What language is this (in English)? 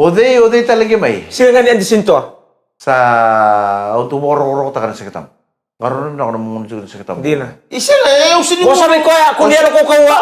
Fijian